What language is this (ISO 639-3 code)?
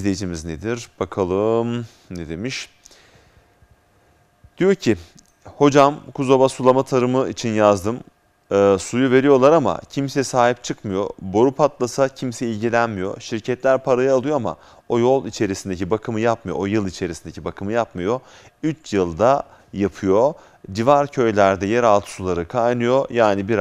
tur